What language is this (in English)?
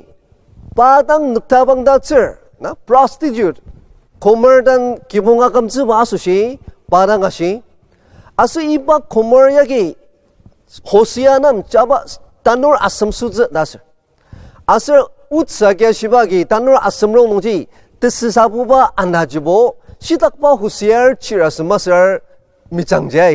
Ao Naga